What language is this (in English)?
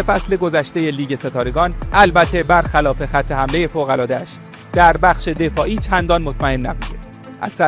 Persian